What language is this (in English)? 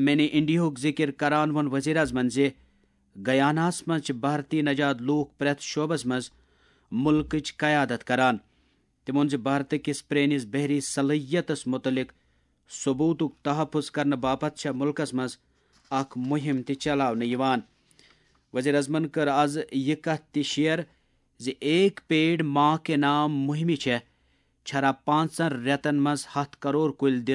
Kashmiri